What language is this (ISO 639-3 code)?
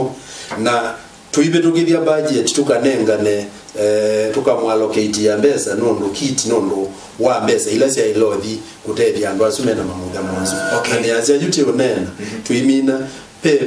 kam